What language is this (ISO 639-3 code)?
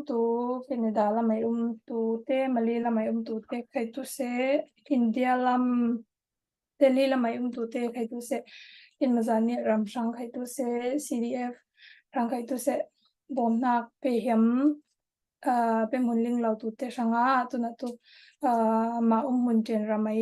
cfm